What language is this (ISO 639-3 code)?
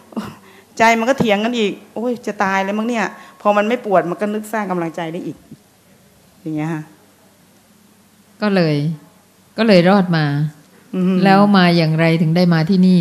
tha